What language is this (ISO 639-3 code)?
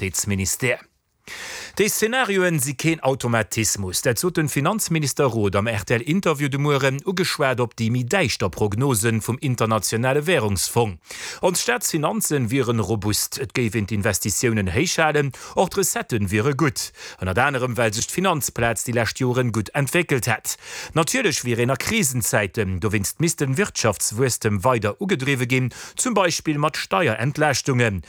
ltz